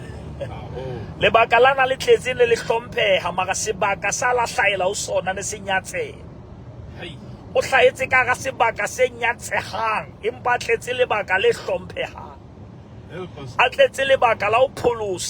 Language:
Southern Sotho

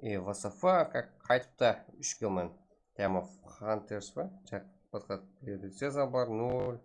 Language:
Kara-Kalpak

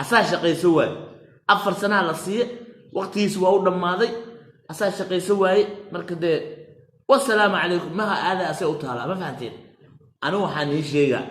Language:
Somali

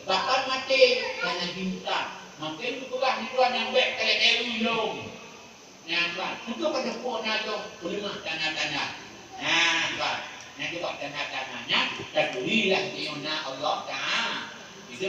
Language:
Achinese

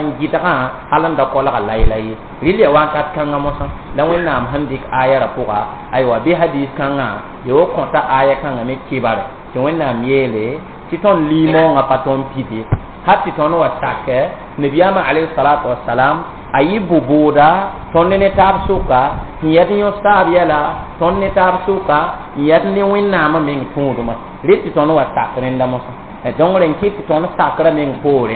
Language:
Mossi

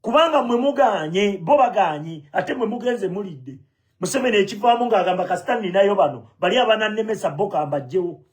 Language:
Ganda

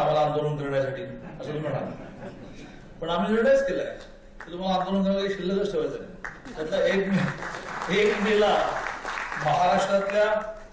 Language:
Marathi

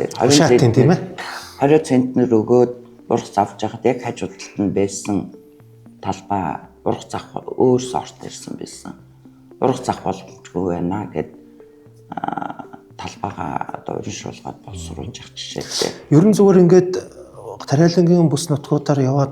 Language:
Mongolian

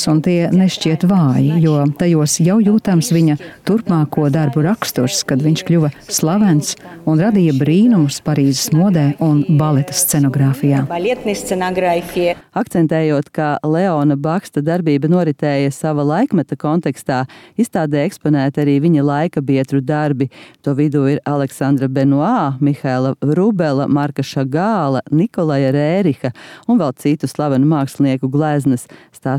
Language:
Latvian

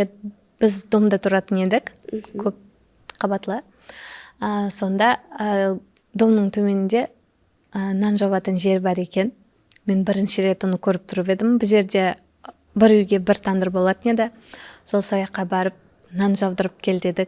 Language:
Kara-Kalpak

